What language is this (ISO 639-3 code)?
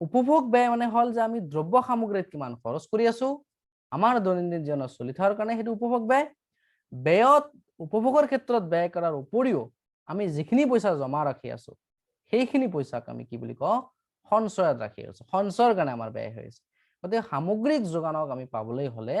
asm